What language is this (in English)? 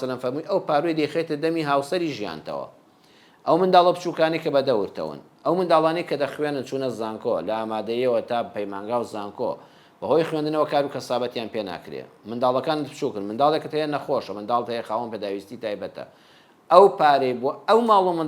Central Kurdish